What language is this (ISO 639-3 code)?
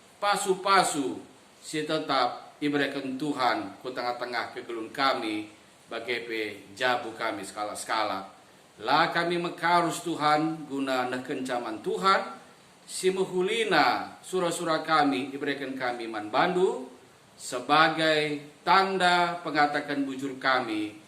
btx